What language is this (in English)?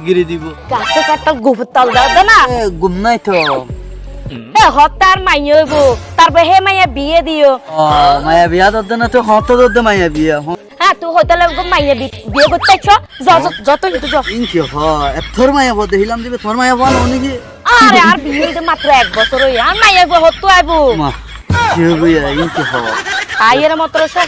Rohingya